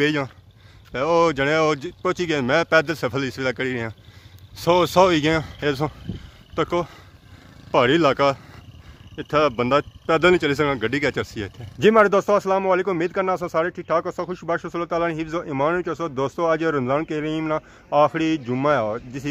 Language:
Pahari-Potwari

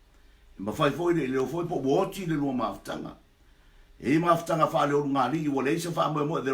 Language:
Samoan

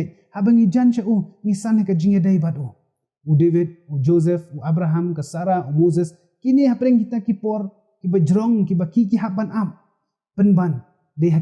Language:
Khasi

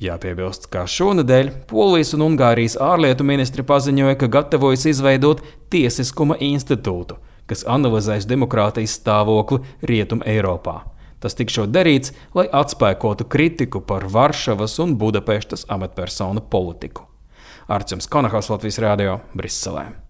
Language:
Latvian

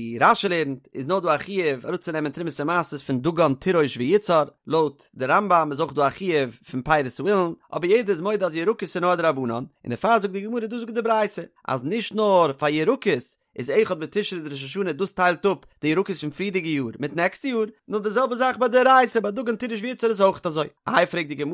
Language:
Yiddish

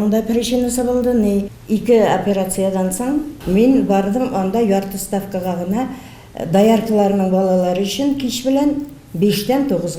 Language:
Tatar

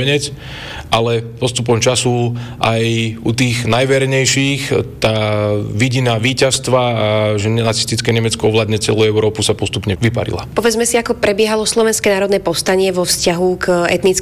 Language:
Slovak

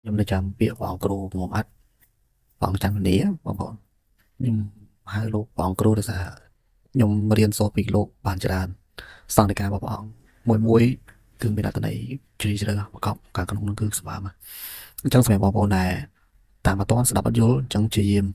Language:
Khmer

